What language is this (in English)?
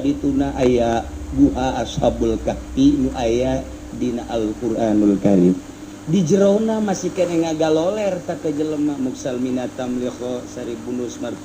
Sundanese